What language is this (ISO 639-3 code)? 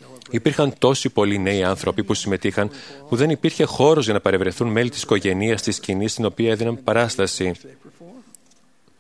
ell